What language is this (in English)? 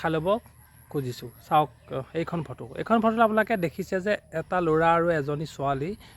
Assamese